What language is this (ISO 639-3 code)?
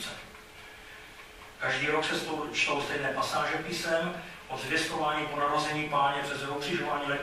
ces